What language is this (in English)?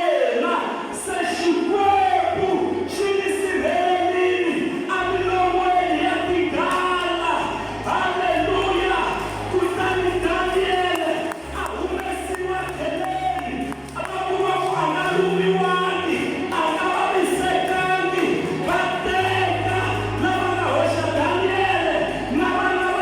Tsonga